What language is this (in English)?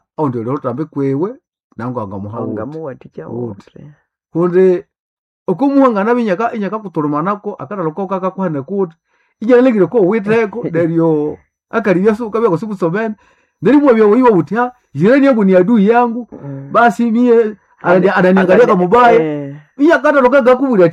Nande